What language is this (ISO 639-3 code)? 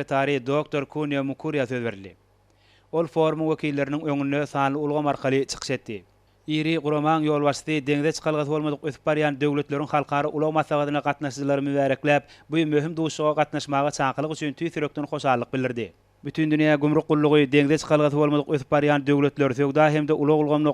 tuk